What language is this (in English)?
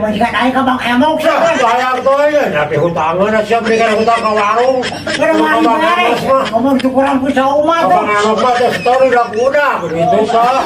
Sundanese